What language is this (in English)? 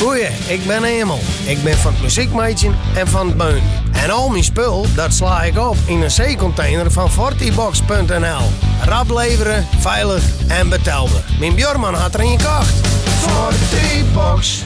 Western Frisian